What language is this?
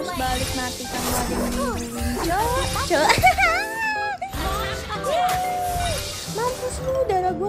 Indonesian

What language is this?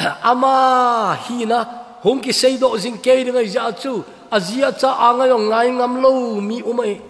Thado Chin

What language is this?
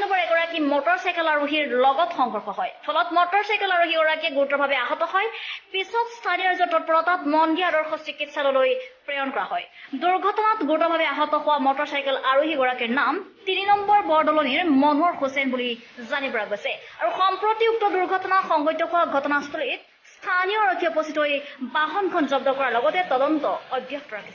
Assamese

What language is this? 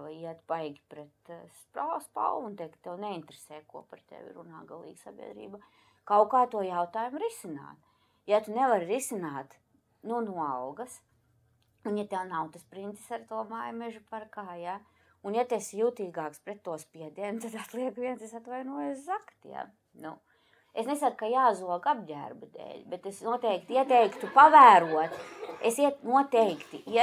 Latvian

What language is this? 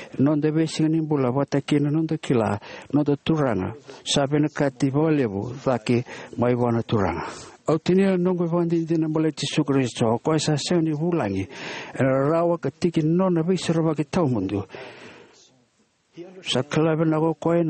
Fijian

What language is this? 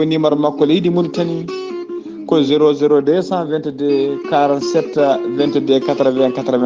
Fula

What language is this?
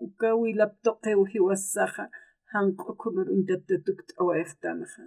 Aymara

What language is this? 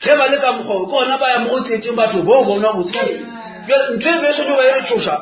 Northern Sotho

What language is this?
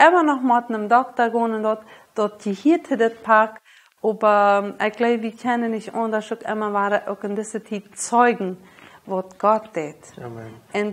Plautdietsch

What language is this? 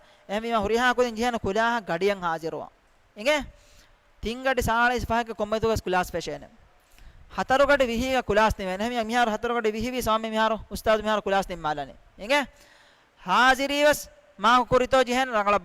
Divehi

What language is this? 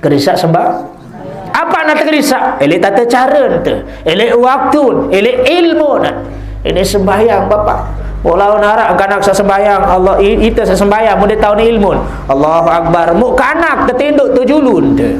Sasak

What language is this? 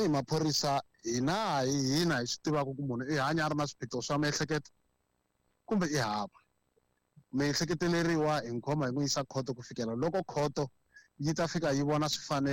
Tsonga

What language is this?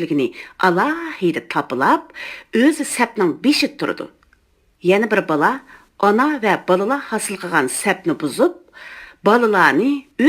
Uyghur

